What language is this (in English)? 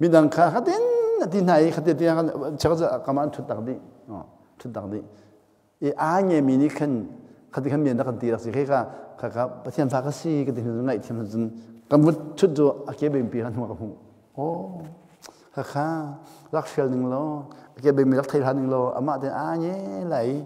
Hakha Chin